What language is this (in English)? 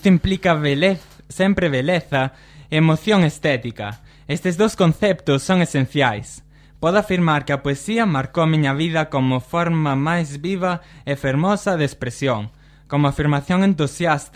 Galician